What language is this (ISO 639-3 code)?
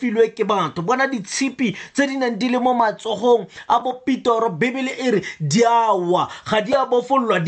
tsn